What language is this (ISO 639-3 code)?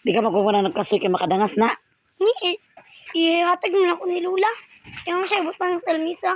ceb